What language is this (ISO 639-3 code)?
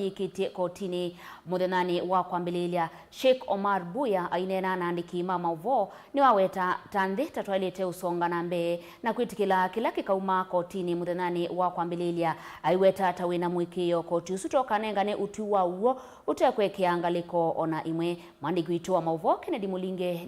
kam